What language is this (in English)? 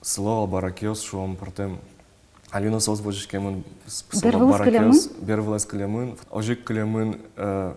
Udmurt